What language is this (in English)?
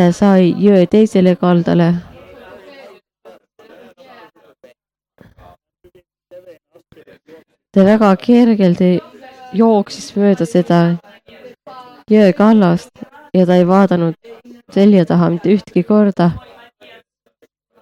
Estonian